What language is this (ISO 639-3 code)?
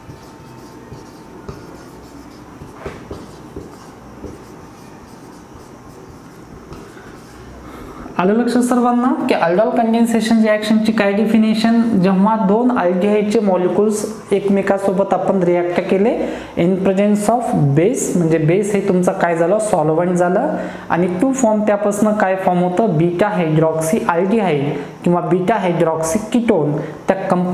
mar